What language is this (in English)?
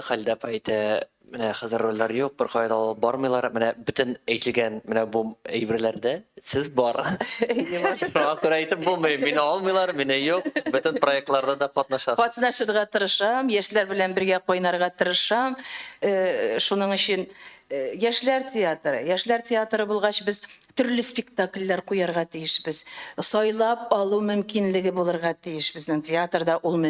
Tatar